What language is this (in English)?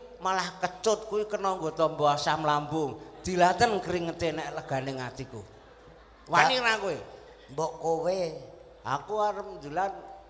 Javanese